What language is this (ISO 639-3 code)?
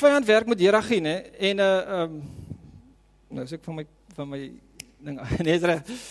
afr